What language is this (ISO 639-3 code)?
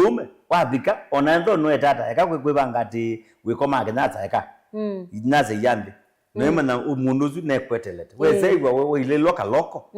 kam